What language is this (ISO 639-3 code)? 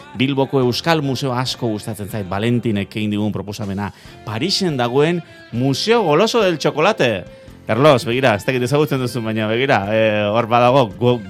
eus